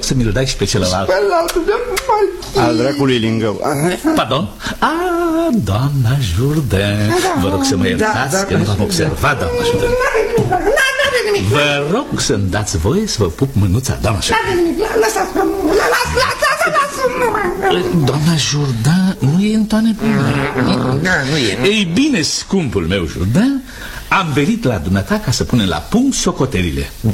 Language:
Romanian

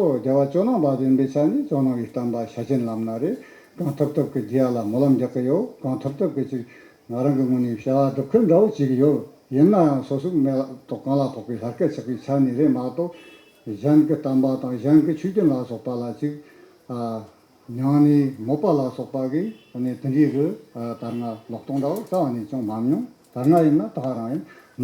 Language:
Tibetan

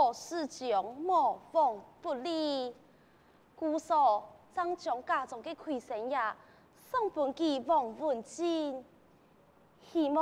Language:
Hakka Chinese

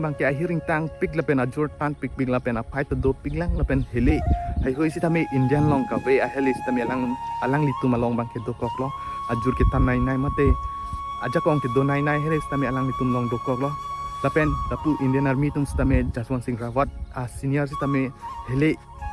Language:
Karbi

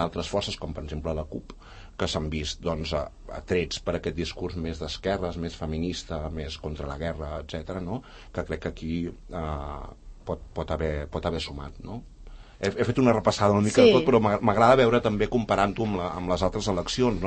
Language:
Catalan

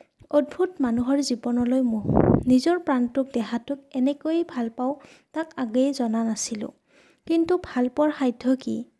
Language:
Assamese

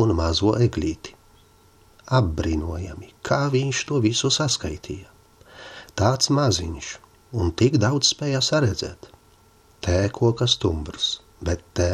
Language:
Latvian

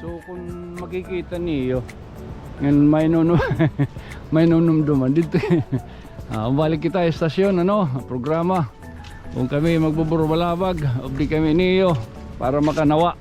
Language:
Waray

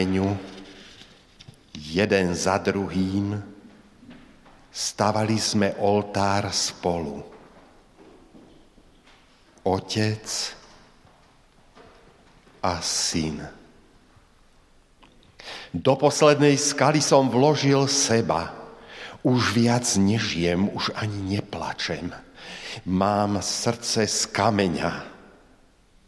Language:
Slovak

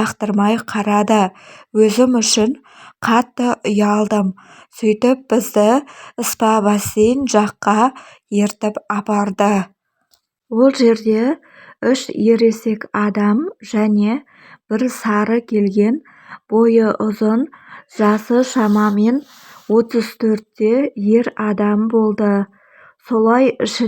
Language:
Kazakh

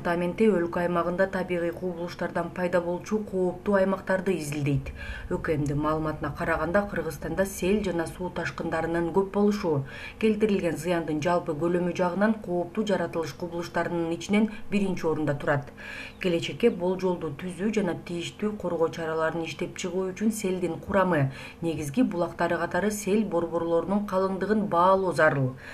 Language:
Kyrgyz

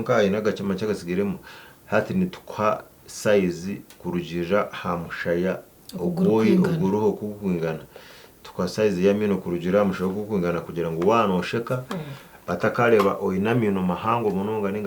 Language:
Nyankole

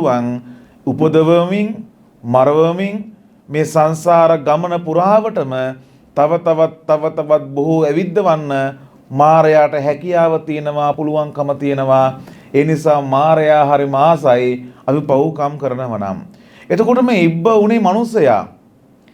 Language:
Sinhala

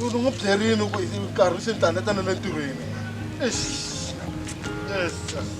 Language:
Tsonga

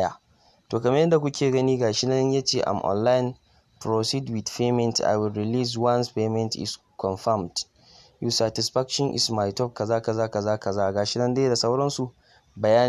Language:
Hausa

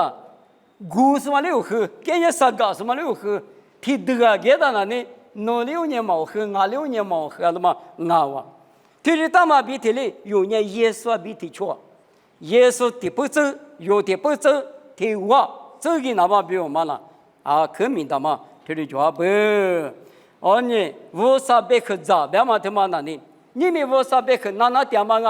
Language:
Lisu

